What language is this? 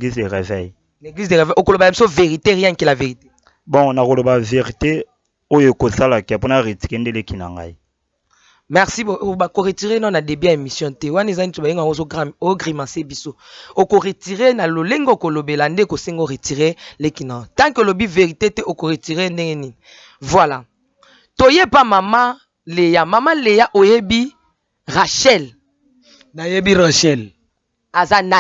Lingala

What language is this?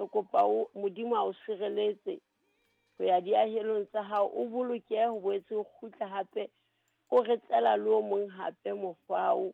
Southern Sotho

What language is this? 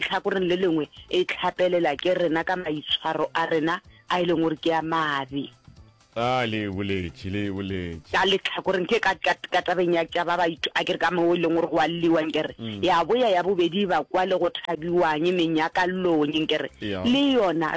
Northern Sotho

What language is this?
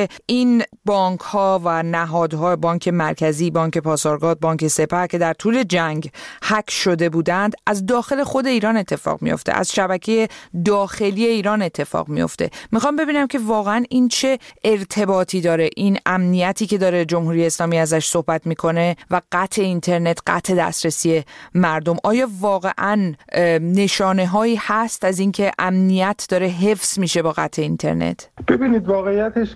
Persian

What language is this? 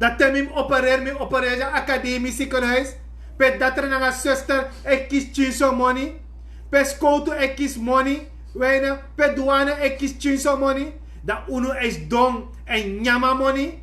Sranan Tongo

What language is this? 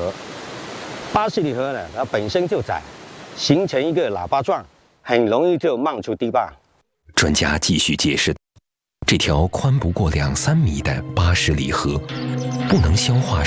Chinese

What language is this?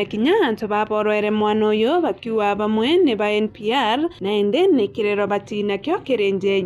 Meru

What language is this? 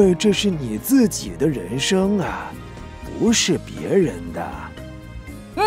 Chinese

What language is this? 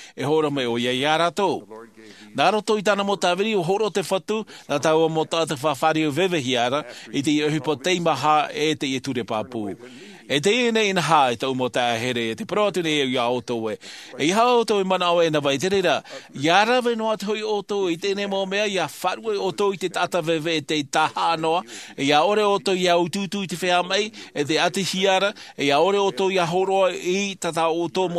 Tahitian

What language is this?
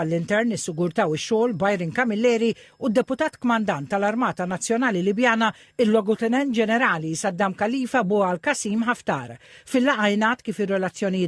Maltese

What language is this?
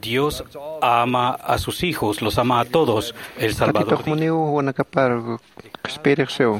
Aymara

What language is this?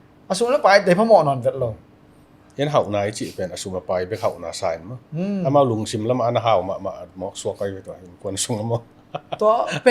Tedim Chin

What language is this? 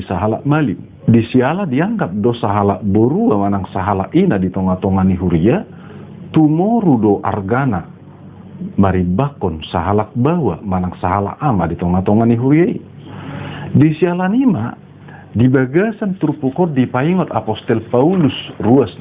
Batak Toba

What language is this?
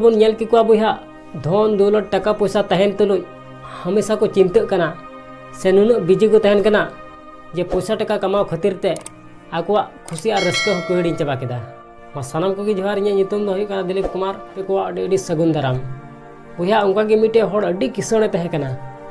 Santali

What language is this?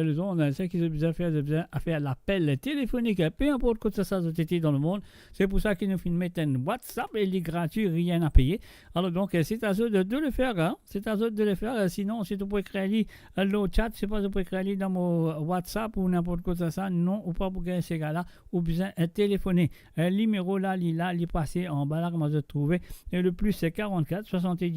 Morisyen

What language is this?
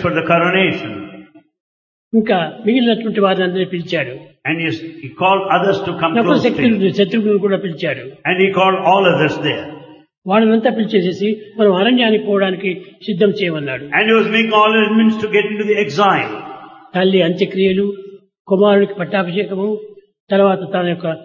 Telugu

